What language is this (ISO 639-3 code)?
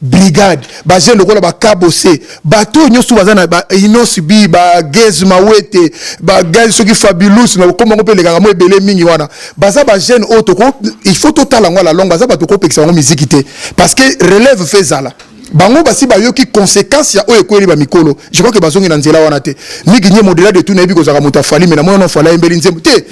lin